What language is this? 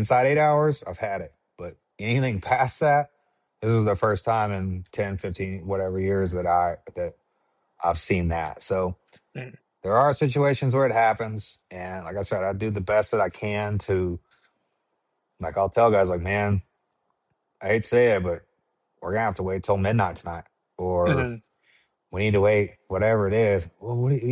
English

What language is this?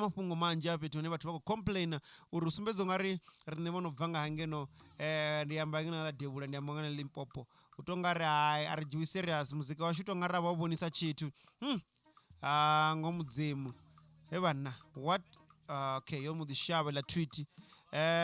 Venda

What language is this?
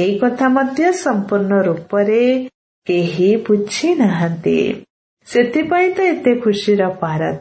Odia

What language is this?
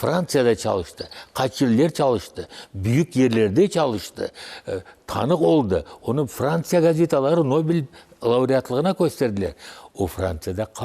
Crimean Tatar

